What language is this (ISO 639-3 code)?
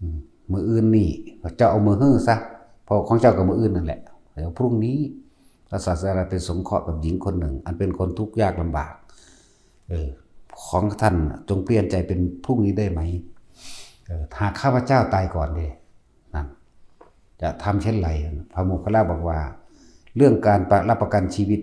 tts